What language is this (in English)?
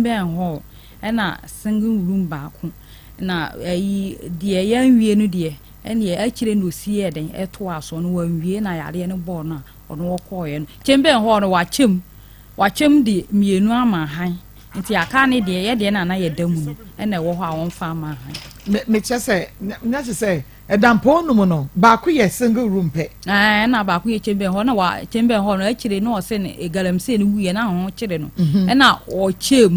Akan